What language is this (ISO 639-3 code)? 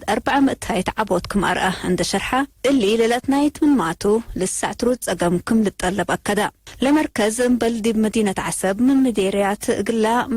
tig